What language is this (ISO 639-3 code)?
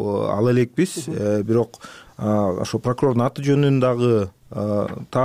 kir